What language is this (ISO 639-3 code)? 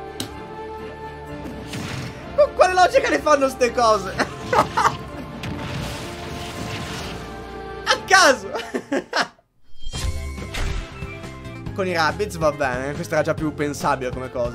ita